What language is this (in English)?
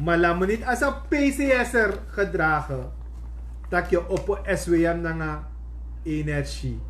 Sranan Tongo